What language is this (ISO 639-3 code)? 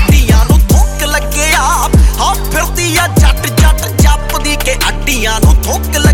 pan